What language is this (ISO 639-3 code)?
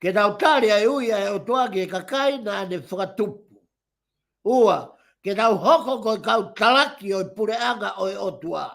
ton